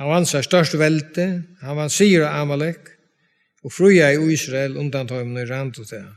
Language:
Faroese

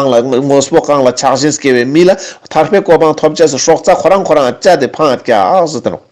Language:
Ladakhi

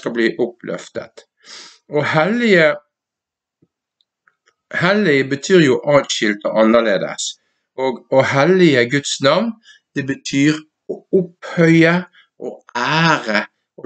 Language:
Norwegian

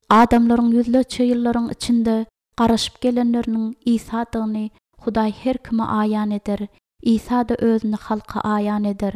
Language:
Turkmen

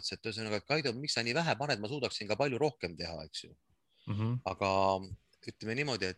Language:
Estonian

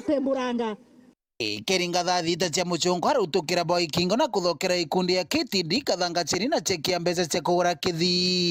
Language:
Meru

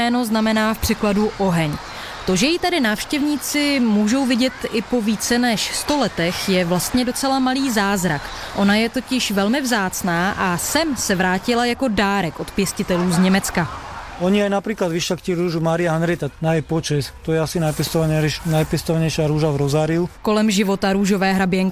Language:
Czech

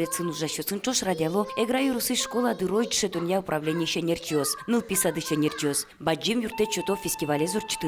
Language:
Udmurt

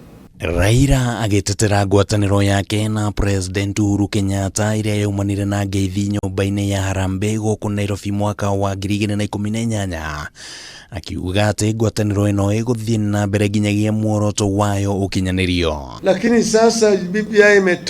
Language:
Kikuyu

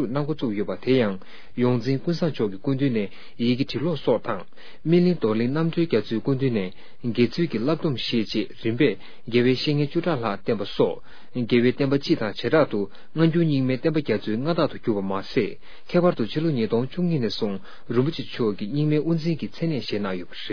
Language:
Tibetan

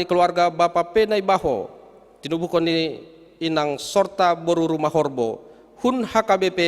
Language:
Batak Simalungun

